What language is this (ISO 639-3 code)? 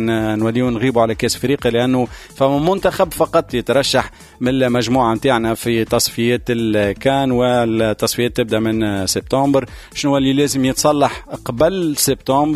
aeb